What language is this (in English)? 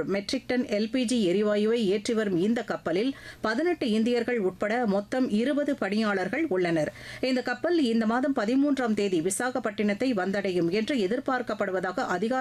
Tamil